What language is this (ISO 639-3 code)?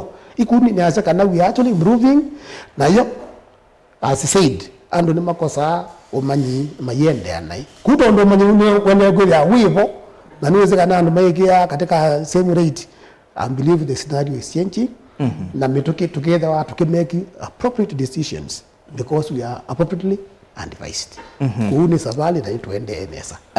kam